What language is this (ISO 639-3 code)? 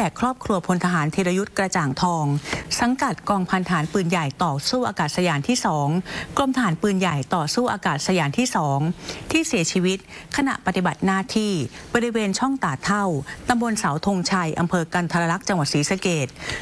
tha